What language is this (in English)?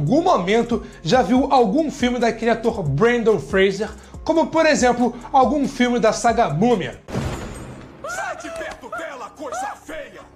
Portuguese